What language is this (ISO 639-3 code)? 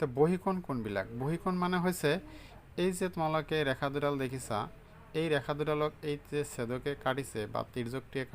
asm